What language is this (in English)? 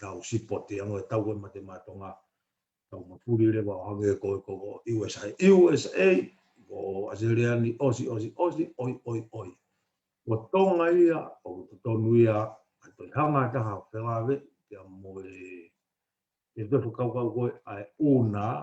Tongan